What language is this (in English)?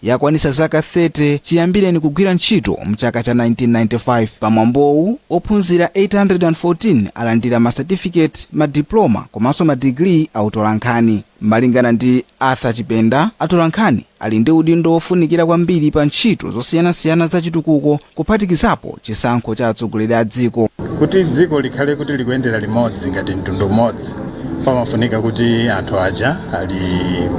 Nyanja